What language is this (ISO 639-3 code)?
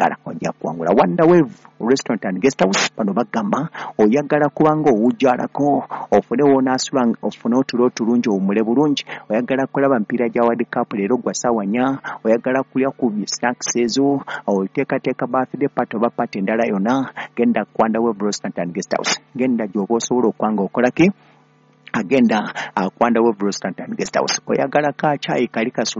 lug